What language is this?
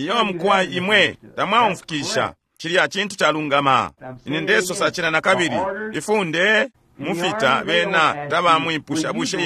Bemba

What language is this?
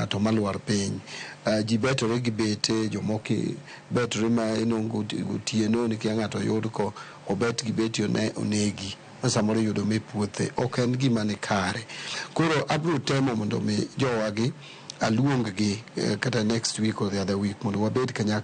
Luo (Kenya and Tanzania)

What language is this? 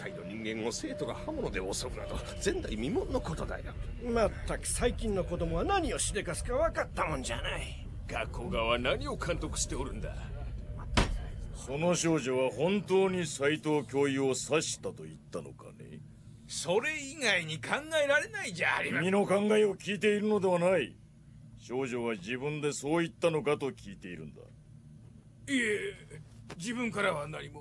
Japanese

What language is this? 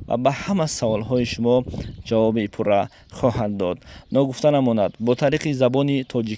Tajik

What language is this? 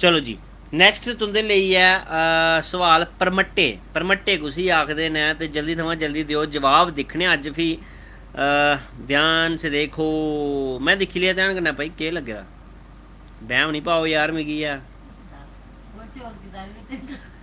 Dogri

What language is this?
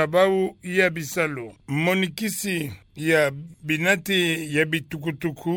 Kituba (Democratic Republic of Congo)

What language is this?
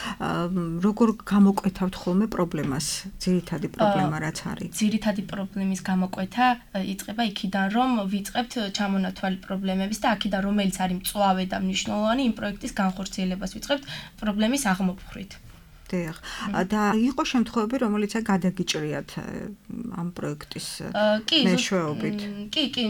Georgian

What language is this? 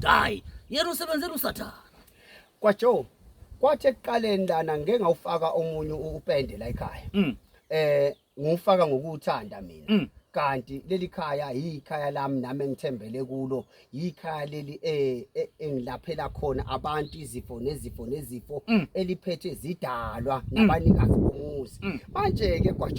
Zulu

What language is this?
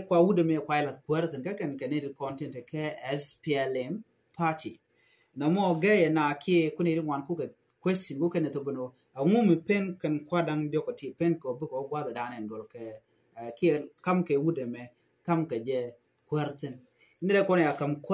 Nuer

